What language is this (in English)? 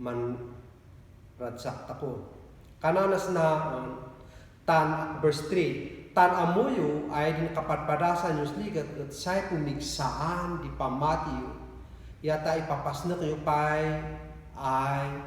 Kankanaey